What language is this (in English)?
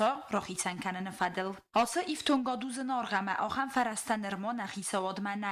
Ossetic